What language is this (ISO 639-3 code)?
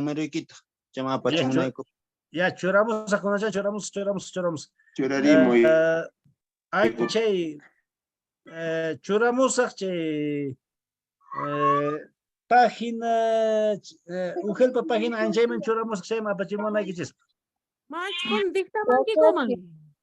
que